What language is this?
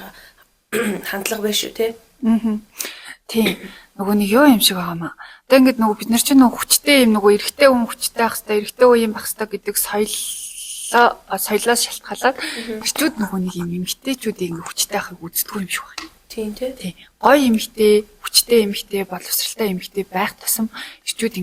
Mongolian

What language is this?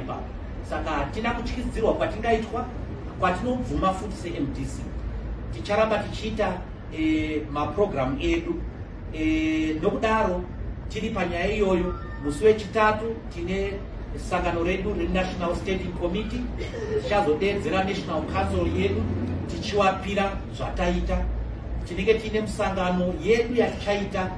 Shona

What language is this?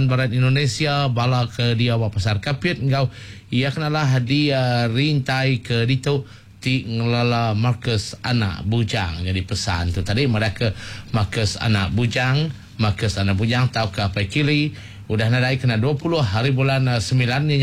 Iban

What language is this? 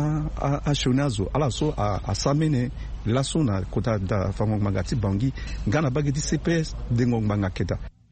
Sango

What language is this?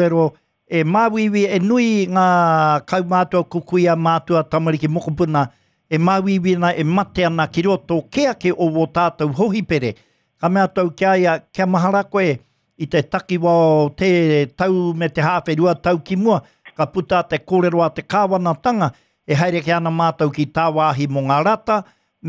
Māori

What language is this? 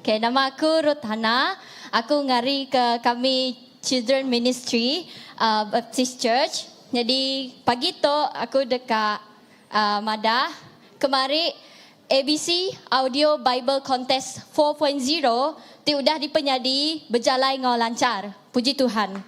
Iban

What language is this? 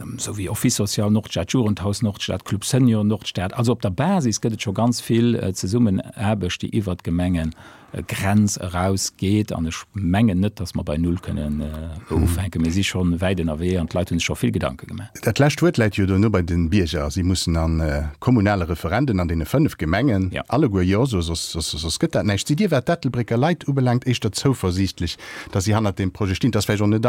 Luxembourgish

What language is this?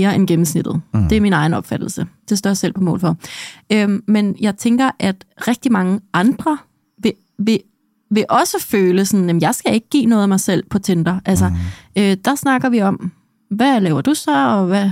Danish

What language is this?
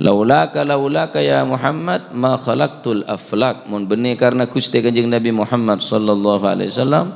Madurese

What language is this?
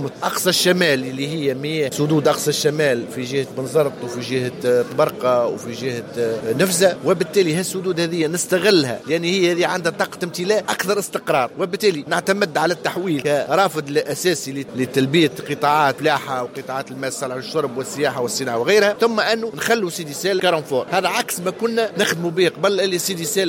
Tunisian Arabic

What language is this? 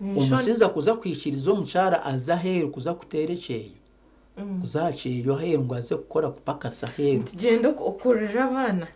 Nyankole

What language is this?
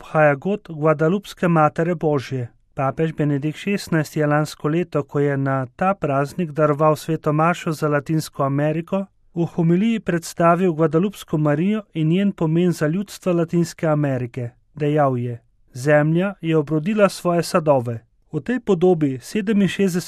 Slovenian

